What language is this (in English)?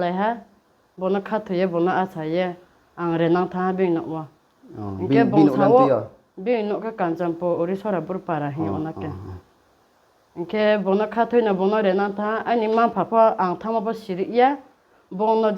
Riang (India)